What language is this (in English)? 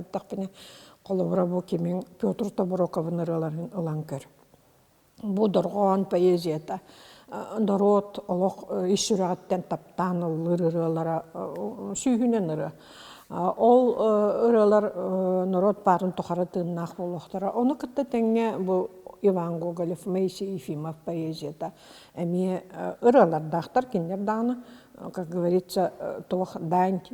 Yakut